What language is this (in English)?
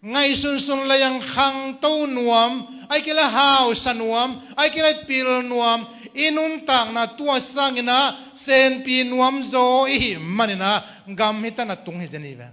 Tedim Chin